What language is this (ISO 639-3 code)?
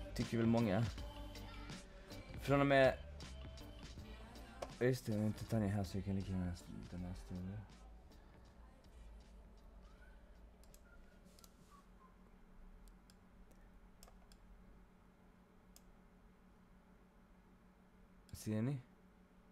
swe